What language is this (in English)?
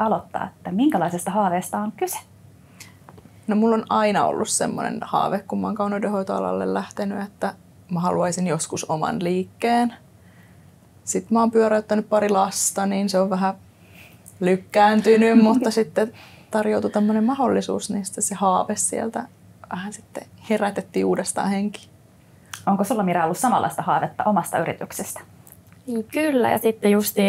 Finnish